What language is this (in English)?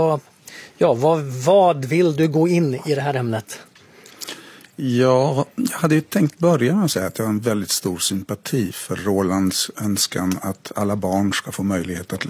Swedish